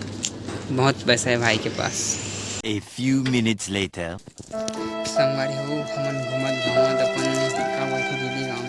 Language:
Chhattisgarhi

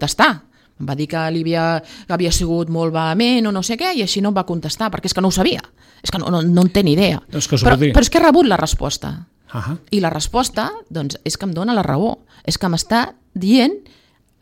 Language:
Catalan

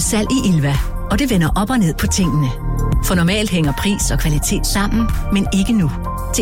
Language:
Danish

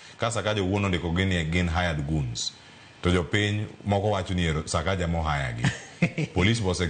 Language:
Luo (Kenya and Tanzania)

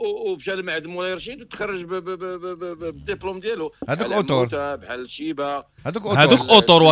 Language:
Moroccan Arabic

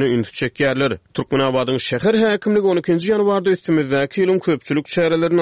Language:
Turkmen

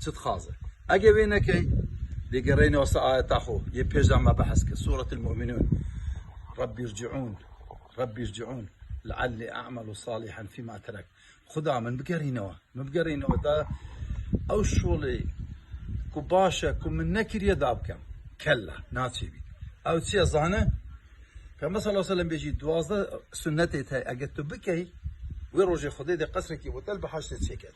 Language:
Kurdish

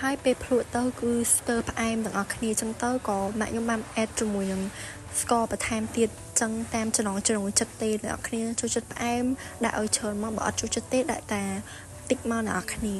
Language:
Khmer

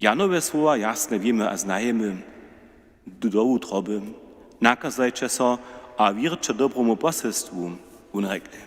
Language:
Upper Sorbian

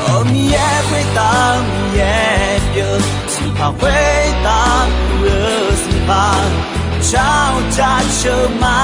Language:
Akha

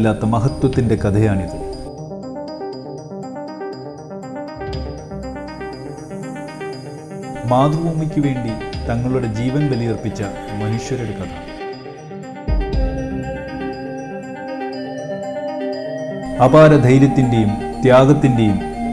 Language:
Malayalam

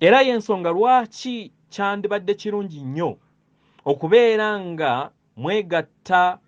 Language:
Ganda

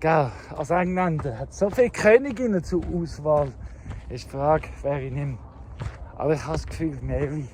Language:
Swiss German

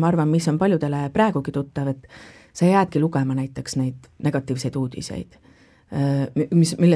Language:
Estonian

